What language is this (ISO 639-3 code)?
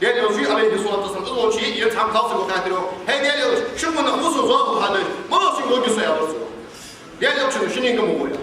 inh